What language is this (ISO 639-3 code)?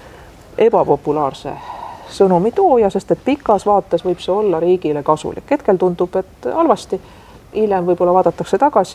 est